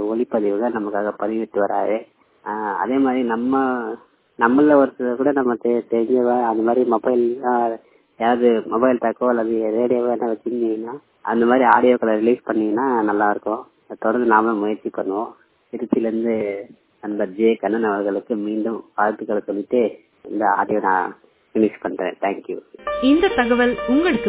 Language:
Tamil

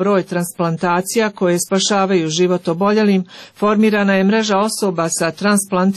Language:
Croatian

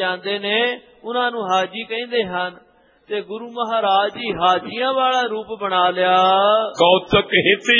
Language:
Punjabi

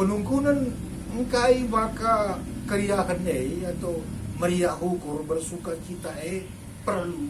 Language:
Batak Karo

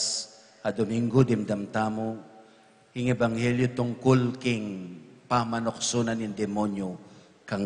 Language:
Pampanga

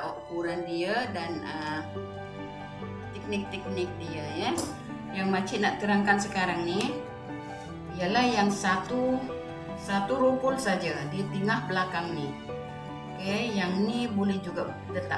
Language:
Malay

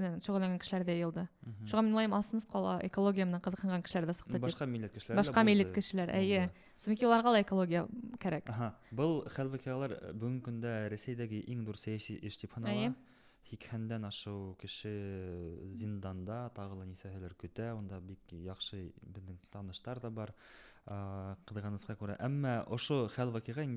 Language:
Bashkir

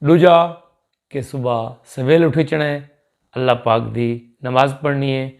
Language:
Saraiki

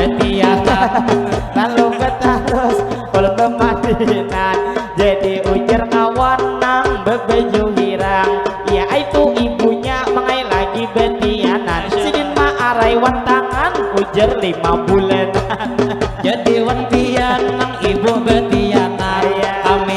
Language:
Banjar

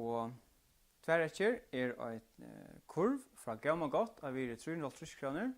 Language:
Faroese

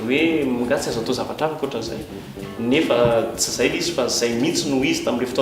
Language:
Malagasy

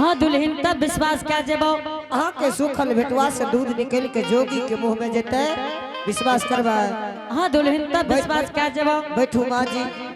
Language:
Angika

